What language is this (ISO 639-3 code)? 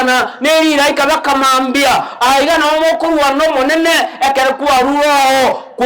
guz